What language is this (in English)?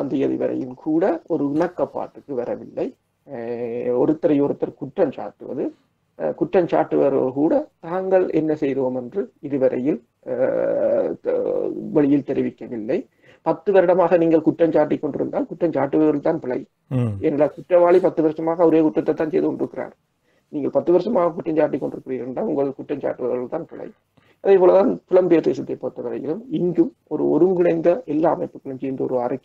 Tamil